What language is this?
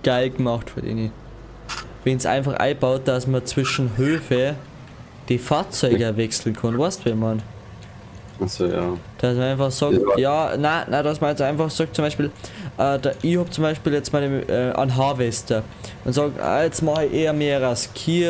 Bavarian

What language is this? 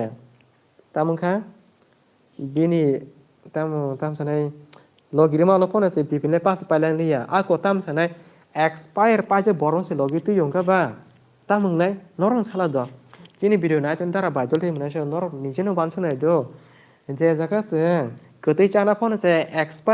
Kok Borok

